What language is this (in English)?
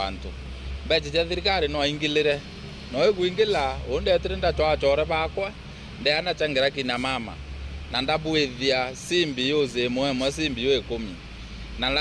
Meru